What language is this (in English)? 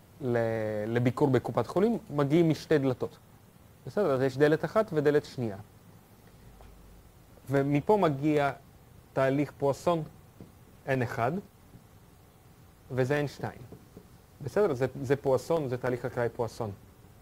Hebrew